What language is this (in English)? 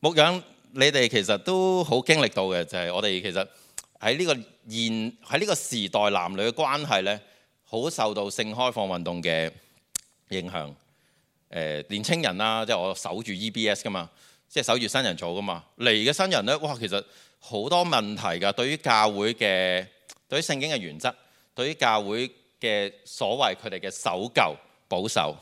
Cantonese